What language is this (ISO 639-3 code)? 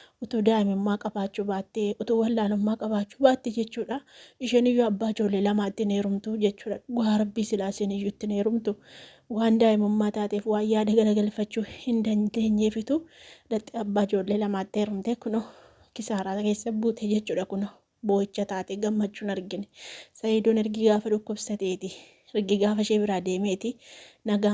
orm